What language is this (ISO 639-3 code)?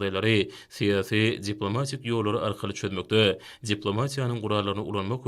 tuk